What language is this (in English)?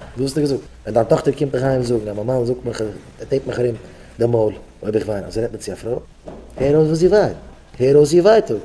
Yiddish